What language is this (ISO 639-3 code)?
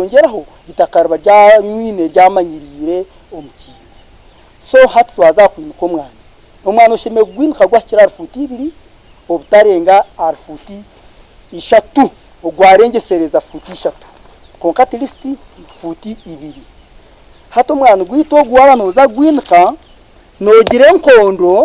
nyn